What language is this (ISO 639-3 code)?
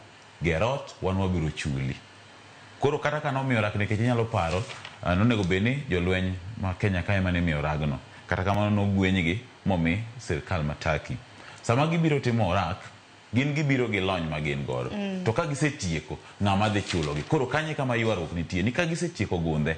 luo